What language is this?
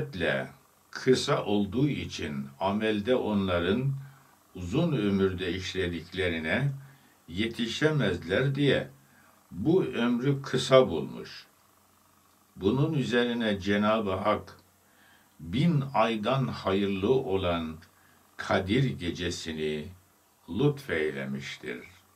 Turkish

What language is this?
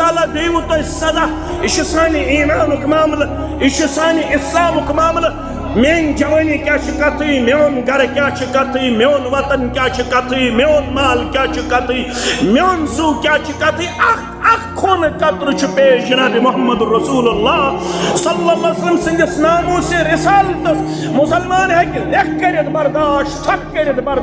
Kashmiri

